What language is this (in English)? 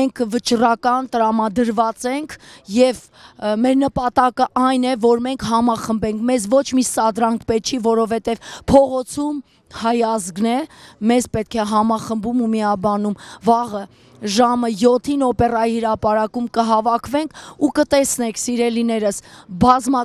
Armenian